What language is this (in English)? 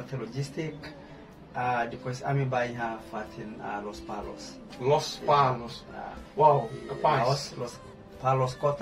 Tetum